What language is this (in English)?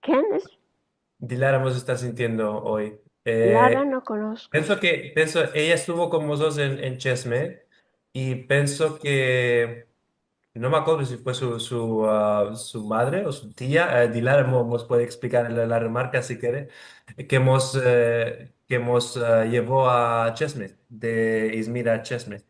Ladino